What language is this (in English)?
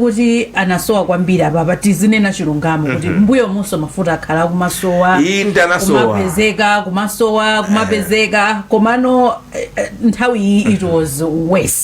Nyanja